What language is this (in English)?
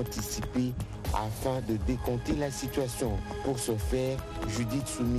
French